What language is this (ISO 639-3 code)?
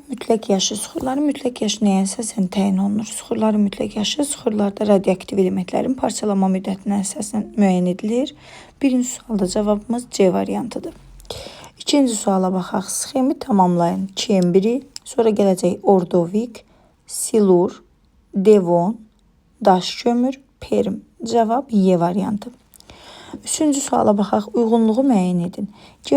aze